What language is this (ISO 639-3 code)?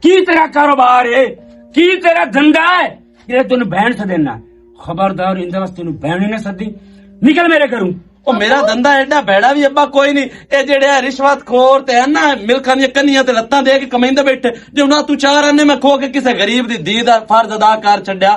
lah